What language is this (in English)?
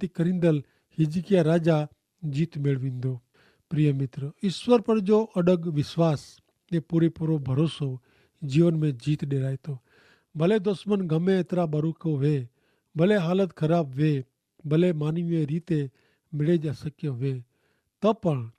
Kachhi